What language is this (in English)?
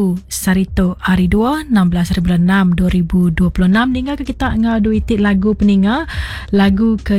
Iban